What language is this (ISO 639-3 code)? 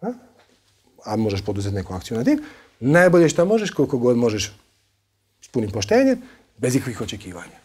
hrv